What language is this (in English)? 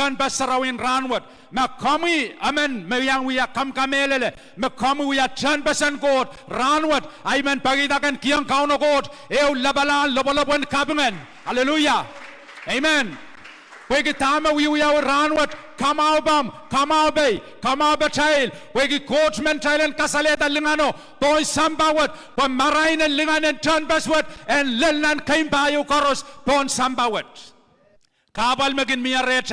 Pohnpeian